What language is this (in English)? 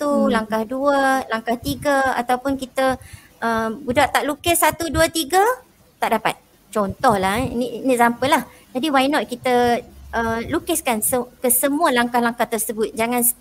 Malay